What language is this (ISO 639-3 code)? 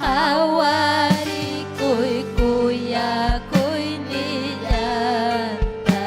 quy